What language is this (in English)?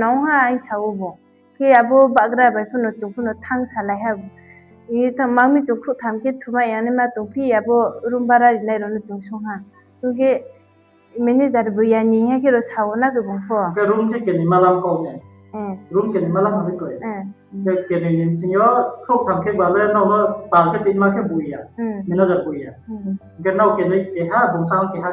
Riang (India)